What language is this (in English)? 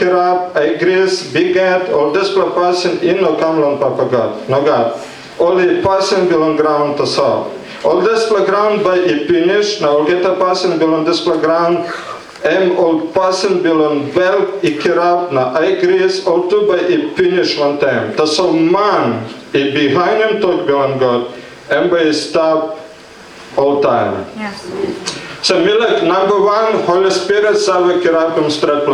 Tok Pisin